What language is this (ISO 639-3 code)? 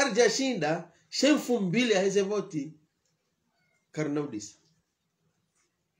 swa